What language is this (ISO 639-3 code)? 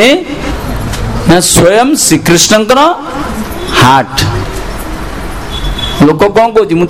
ori